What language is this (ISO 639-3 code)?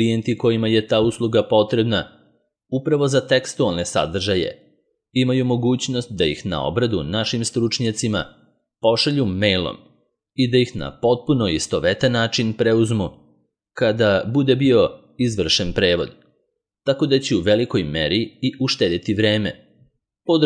srp